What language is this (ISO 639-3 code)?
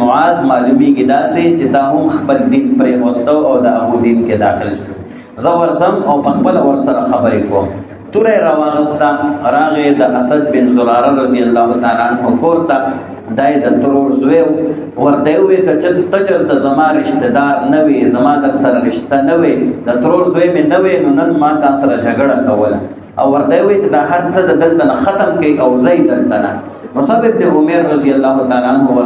pus